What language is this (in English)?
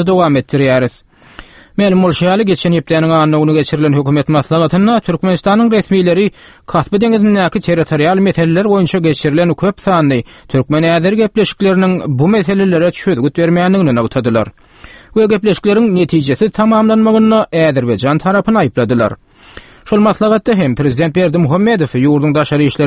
Turkmen